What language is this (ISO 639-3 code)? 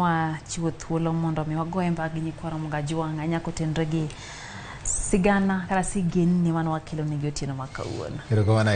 luo